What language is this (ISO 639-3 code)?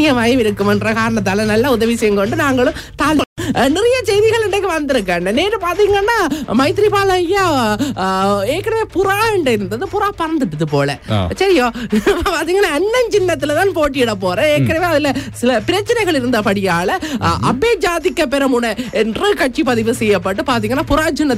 tam